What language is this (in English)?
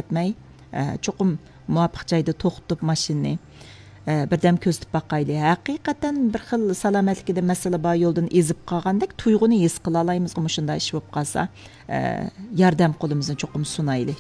Uyghur